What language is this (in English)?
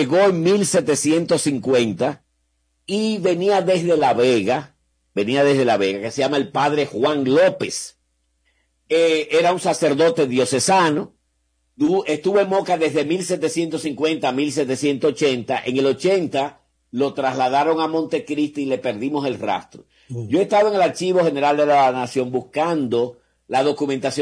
Spanish